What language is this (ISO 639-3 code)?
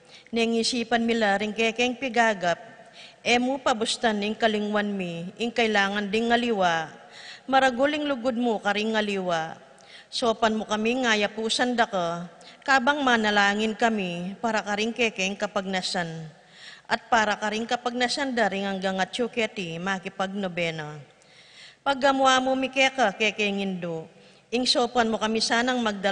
pam